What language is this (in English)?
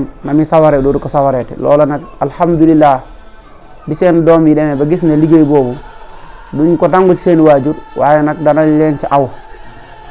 Wolof